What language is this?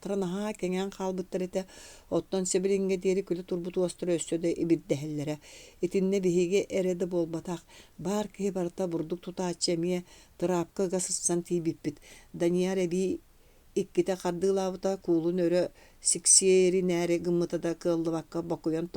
Yakut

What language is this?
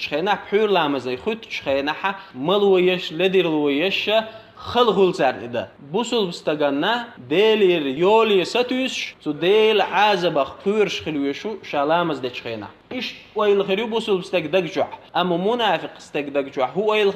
Chechen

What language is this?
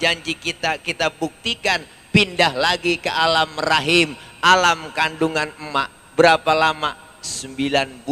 Betawi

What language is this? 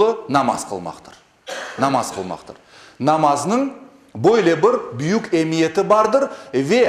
Crimean Tatar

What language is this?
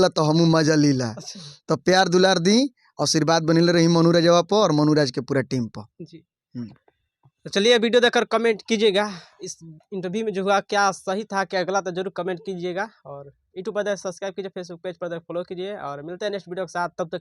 Bhojpuri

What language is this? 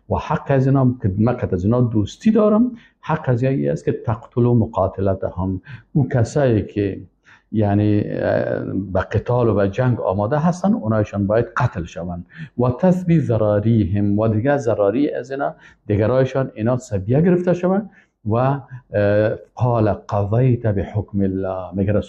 Persian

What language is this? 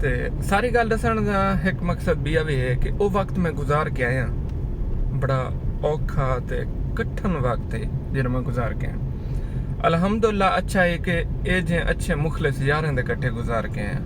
Saraiki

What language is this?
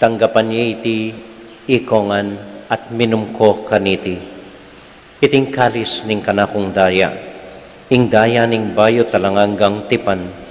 Pampanga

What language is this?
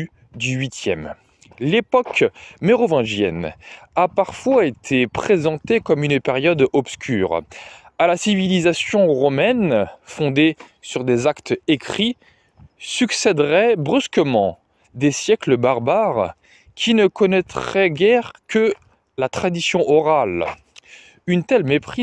French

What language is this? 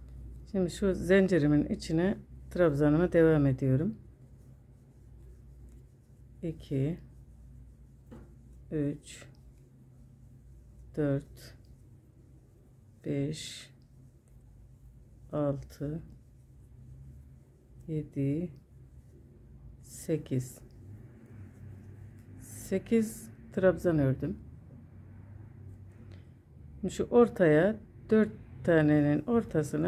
Turkish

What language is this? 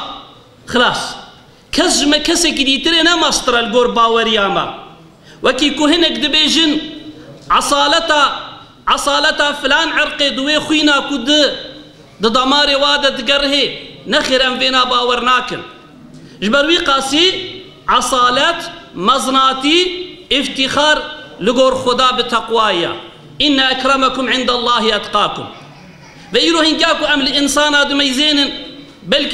Kurdish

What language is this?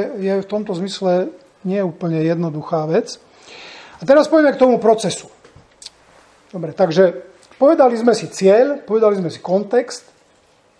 Slovak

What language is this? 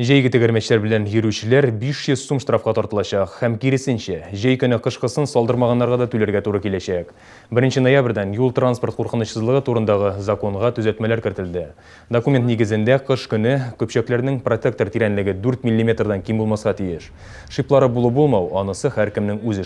Tatar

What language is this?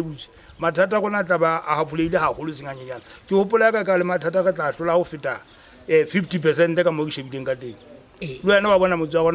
Southern Sotho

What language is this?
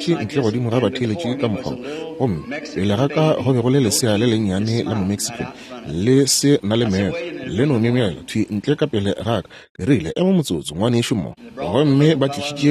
Northern Sotho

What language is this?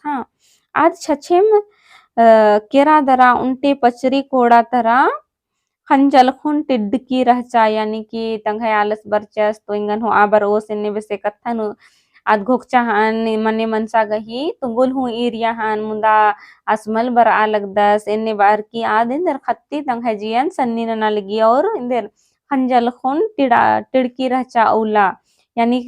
Kurukh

